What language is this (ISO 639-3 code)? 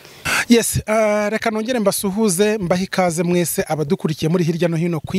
kin